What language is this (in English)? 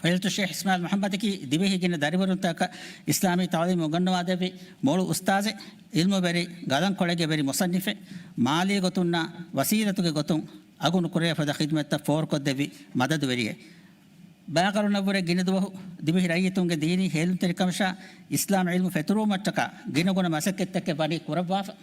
Divehi